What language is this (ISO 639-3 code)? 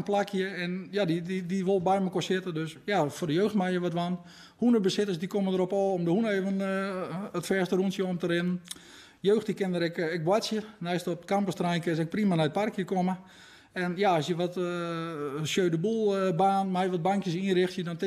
fry